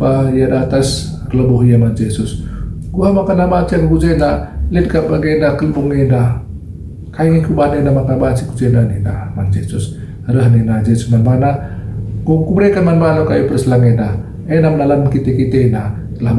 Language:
Batak Karo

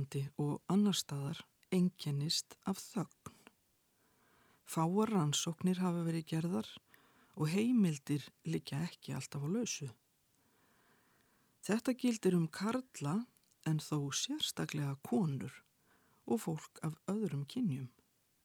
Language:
Icelandic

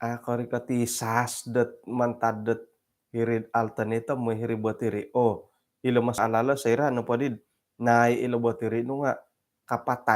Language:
Central Dusun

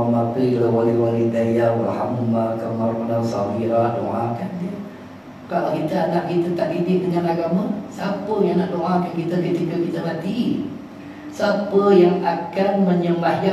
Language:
Malay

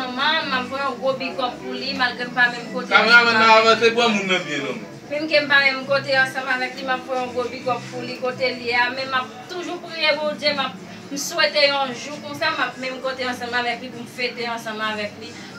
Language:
Haitian Creole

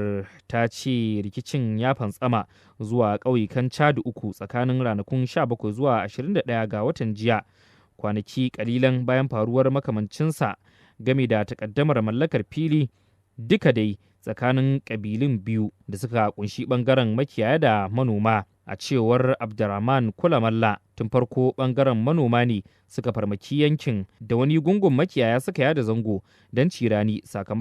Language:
Hausa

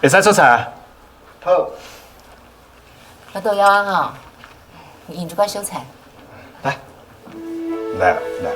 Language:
Min Nan Chinese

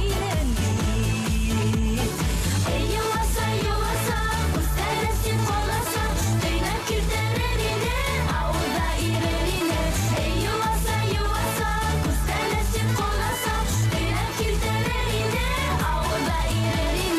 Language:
Bashkir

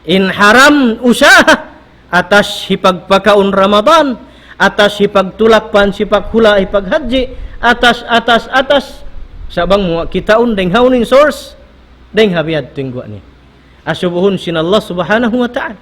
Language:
Tausug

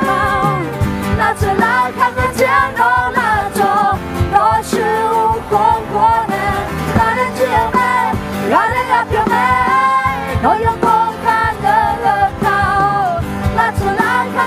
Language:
Akha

